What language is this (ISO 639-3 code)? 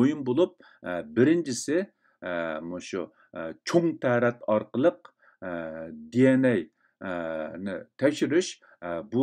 uig